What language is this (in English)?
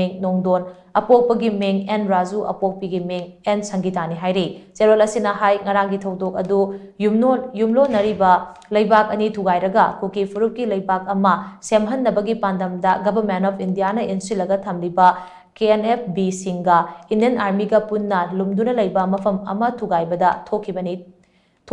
Manipuri